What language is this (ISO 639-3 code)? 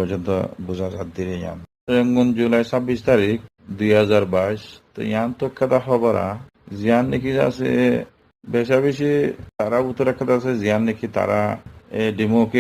rhg